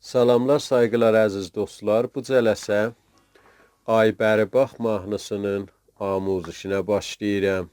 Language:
South Azerbaijani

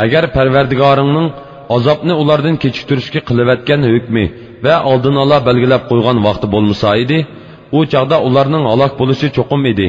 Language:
Uyghur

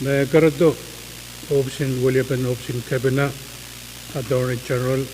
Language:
Pohnpeian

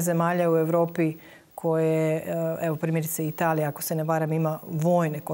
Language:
Croatian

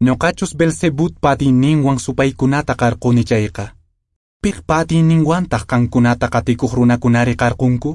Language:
Quechua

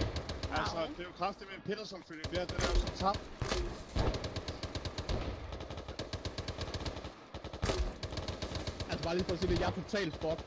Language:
Danish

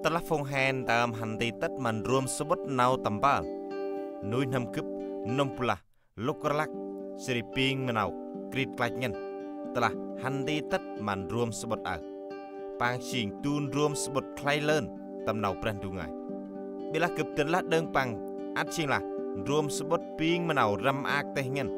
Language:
Central Mnong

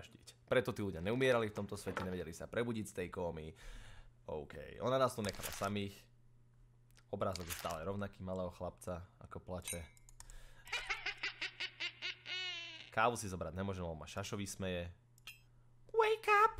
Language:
Slovak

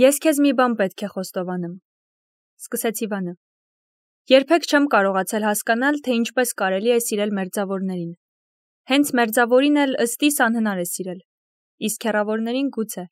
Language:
Armenian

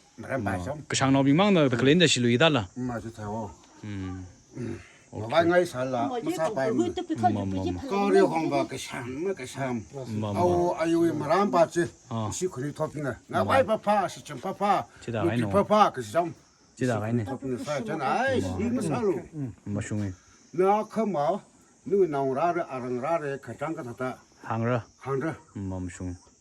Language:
Tangkhul Naga (India)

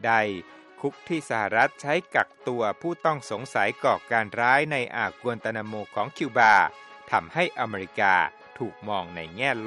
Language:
Thai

